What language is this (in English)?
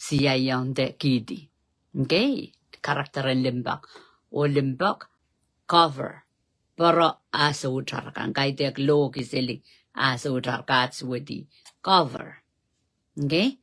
Pohnpeian